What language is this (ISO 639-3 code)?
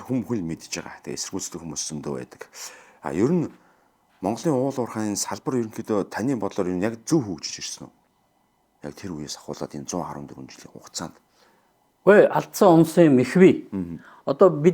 mon